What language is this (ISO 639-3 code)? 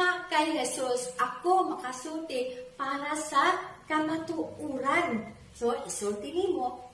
ceb